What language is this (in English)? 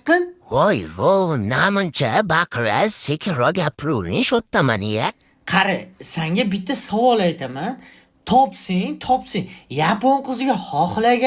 Uzbek